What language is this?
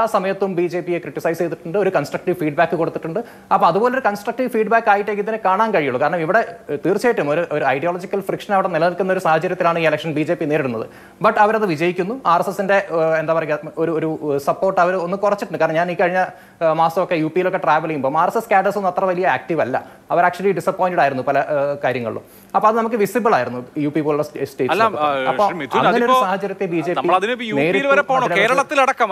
Malayalam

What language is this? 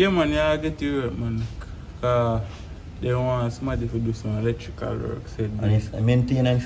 Jamaican Creole English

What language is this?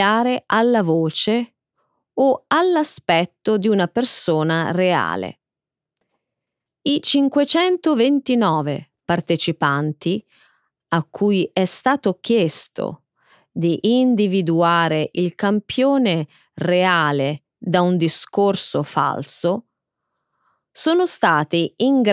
Italian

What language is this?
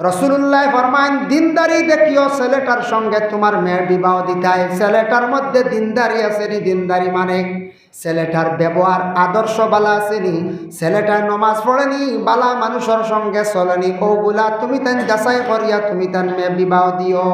Sylheti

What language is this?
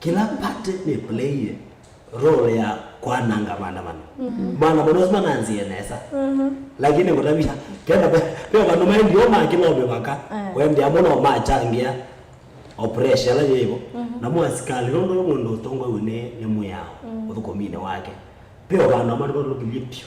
Kamba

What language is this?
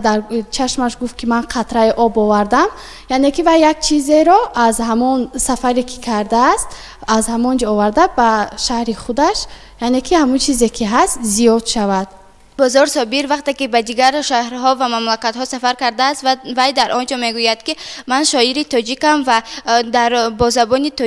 Tajik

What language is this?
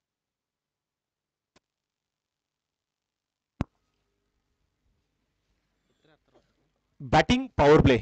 Marathi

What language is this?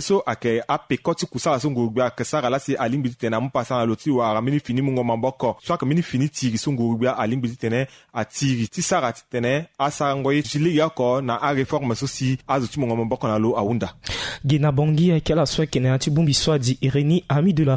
Sango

